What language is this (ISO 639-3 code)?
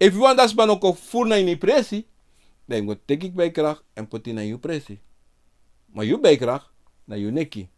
srn